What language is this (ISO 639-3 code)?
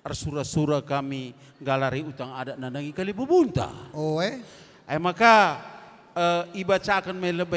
btx